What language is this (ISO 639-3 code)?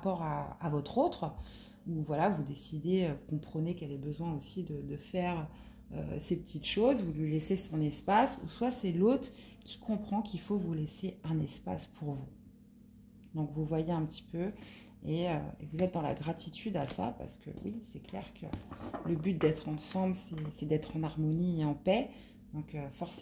fra